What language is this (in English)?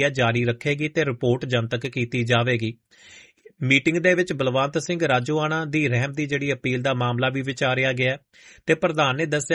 Punjabi